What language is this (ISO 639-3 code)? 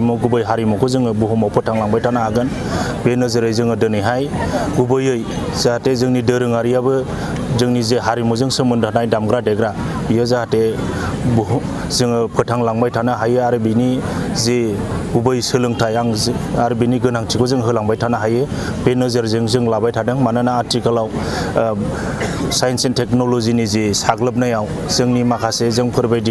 brx